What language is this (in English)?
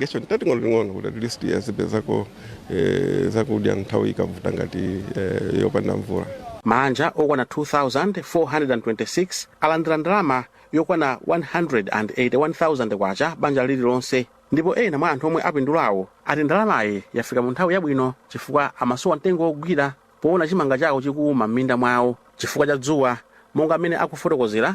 Nyanja